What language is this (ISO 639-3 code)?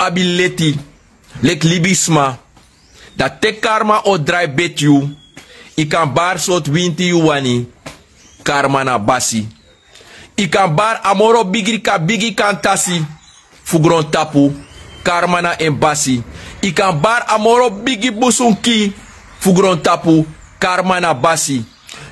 srn